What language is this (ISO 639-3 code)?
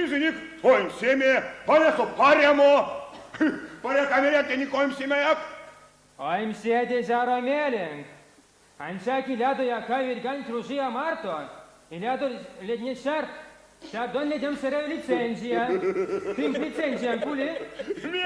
myv